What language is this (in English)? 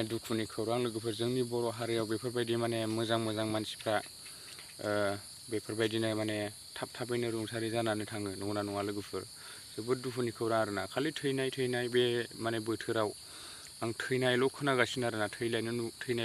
Bodo